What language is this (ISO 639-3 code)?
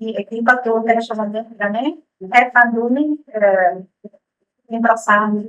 tet